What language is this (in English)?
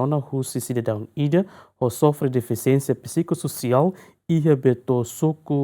Tetum